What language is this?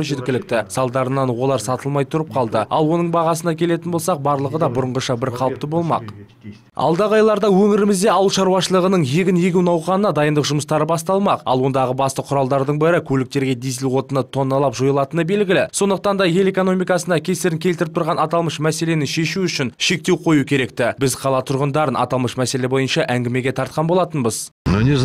Kazakh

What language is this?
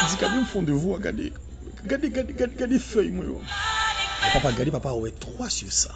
Haitian Creole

